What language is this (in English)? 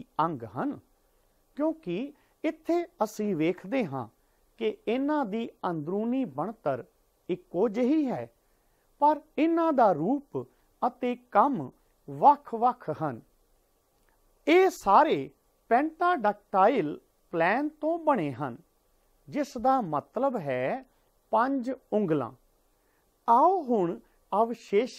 Punjabi